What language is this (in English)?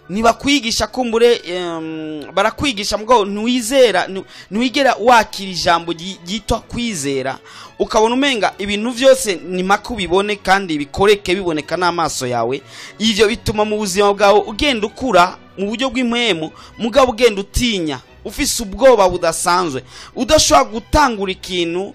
Rundi